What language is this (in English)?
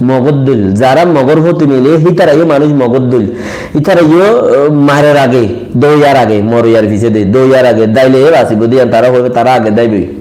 Rohingya